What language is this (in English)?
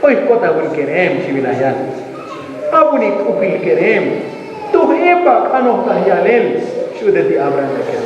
Tzotzil